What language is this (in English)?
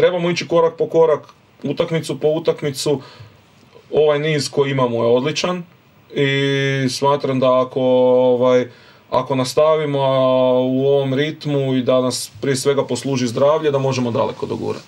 Croatian